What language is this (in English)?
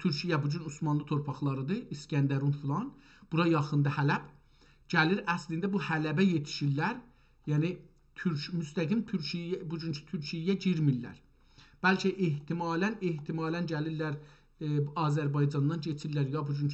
South Azerbaijani